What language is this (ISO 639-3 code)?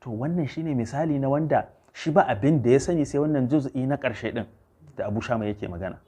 hau